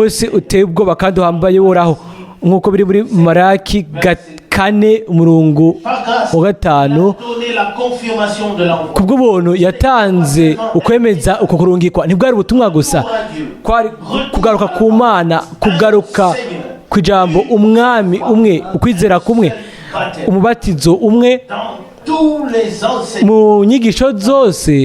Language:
Rundi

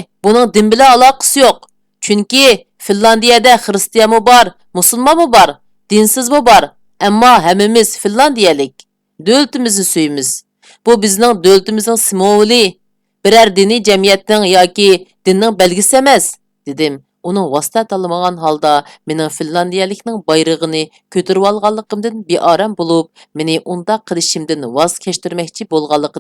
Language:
Uyghur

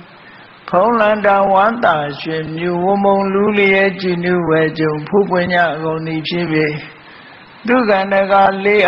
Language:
Burmese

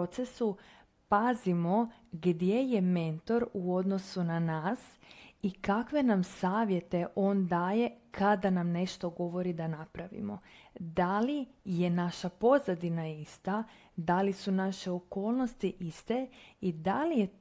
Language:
Croatian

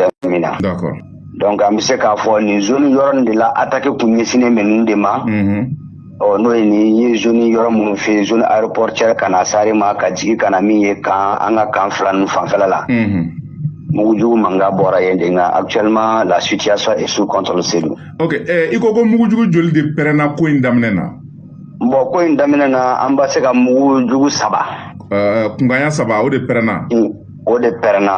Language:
Bambara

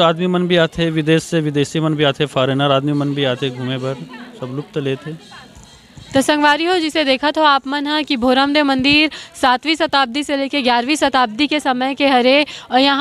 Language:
Chhattisgarhi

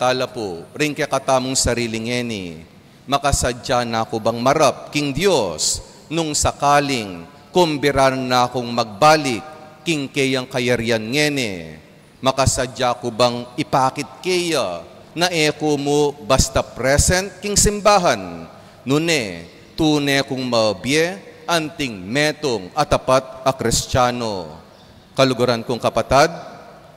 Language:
Pampanga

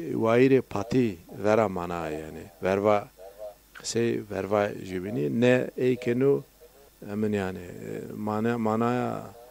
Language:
Zaza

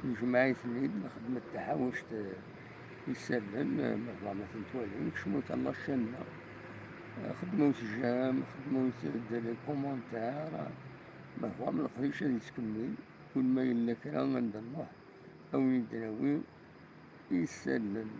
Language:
Kabyle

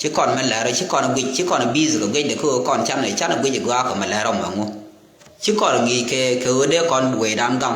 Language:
Nuer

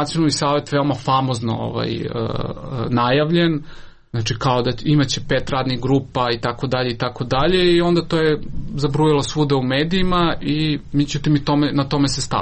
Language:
Serbian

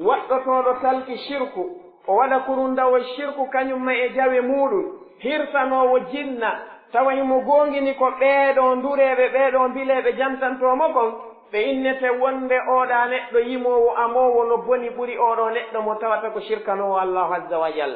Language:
Pular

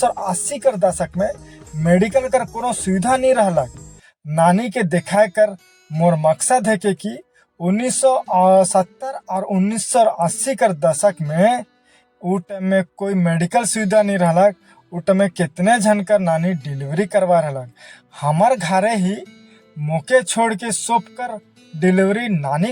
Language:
Sadri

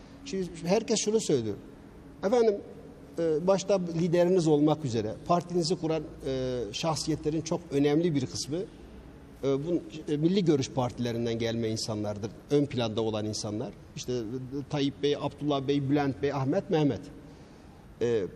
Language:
Turkish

